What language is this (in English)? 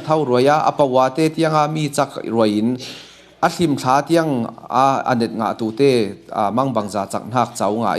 Falam Chin